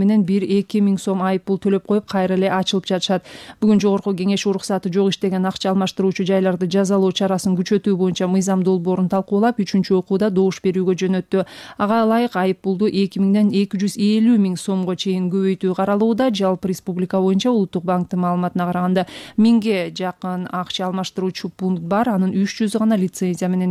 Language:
Kyrgyz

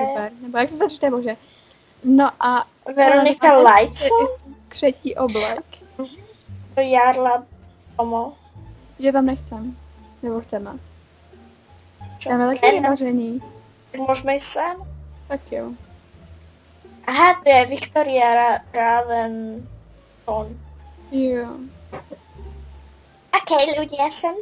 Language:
Czech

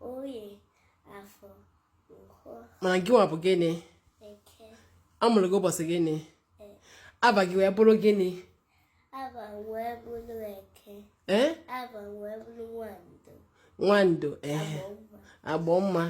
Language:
Igbo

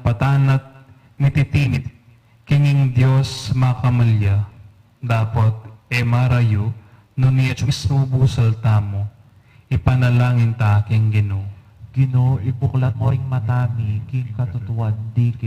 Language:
Pampanga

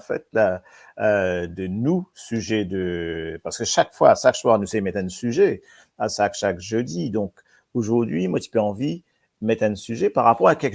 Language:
Morisyen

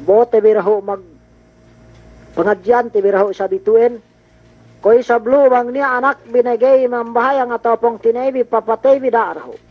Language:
Yakan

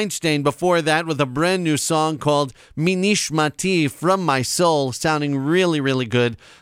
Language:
Hebrew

